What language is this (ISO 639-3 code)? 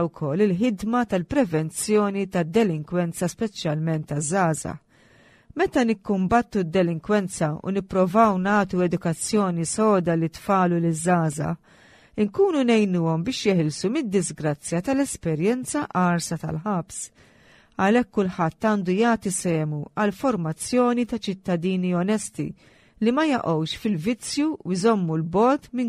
mlt